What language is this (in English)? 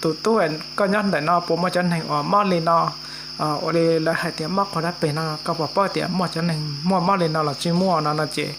Hmong